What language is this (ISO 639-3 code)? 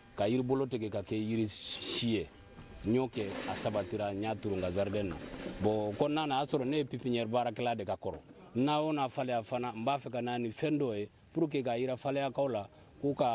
bam